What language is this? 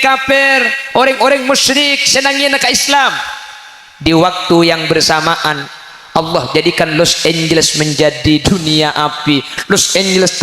Madurese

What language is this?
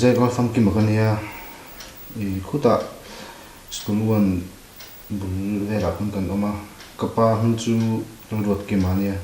Mizo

